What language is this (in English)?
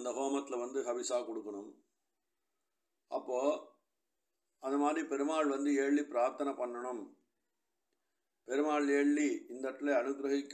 Tamil